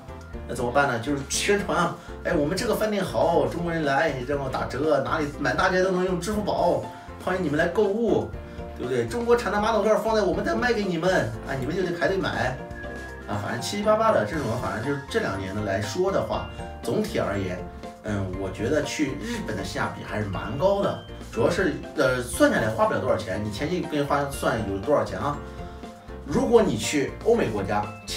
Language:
Chinese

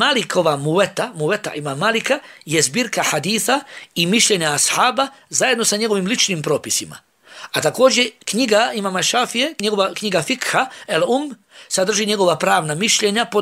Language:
Bosnian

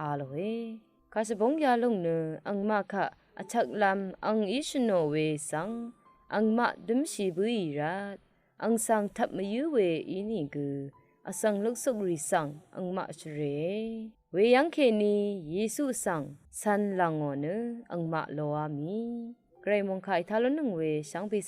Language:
Rawang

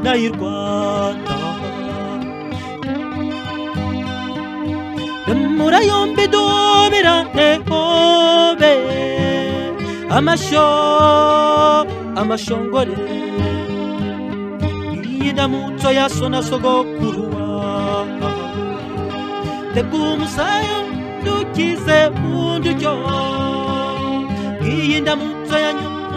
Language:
Kinyarwanda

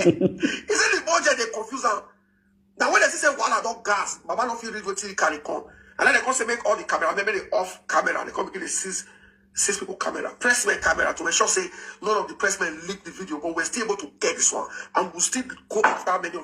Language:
Nigerian Pidgin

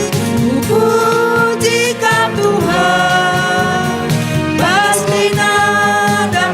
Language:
Batak Karo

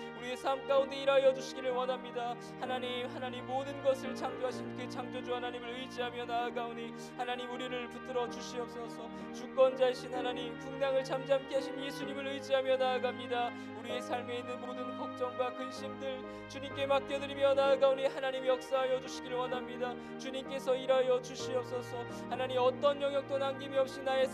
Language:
Korean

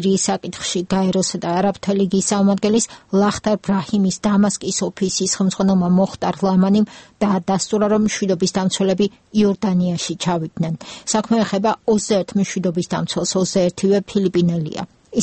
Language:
Georgian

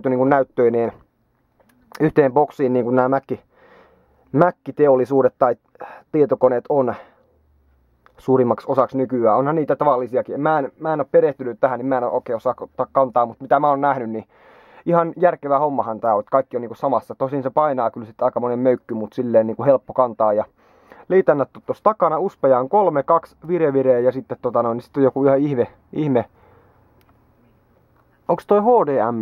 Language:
Finnish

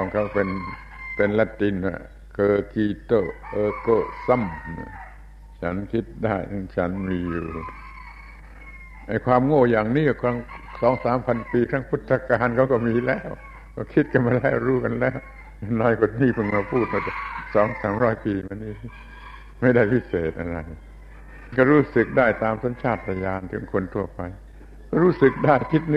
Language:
Thai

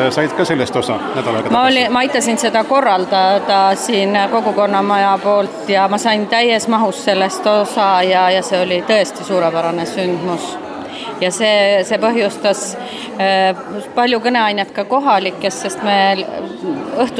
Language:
Estonian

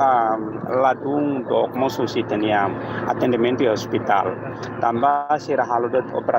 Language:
Tetum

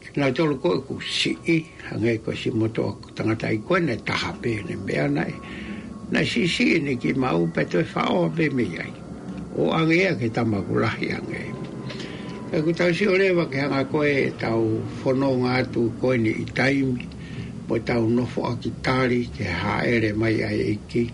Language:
Tongan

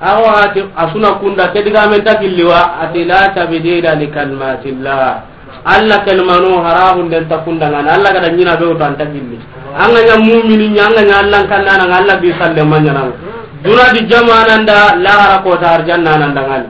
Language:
Soninke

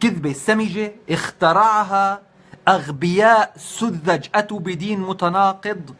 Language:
North Levantine Arabic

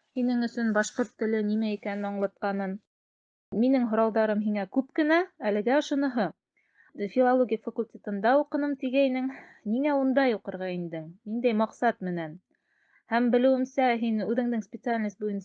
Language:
Bashkir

